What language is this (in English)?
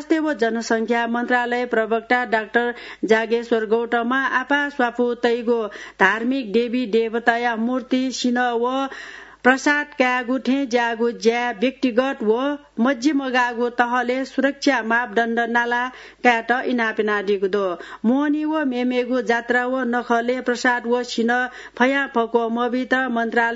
Newari